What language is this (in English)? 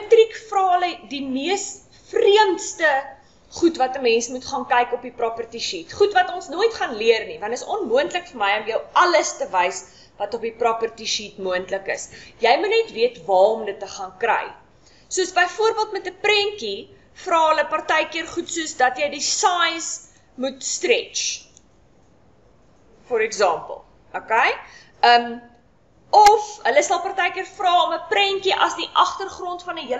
Afrikaans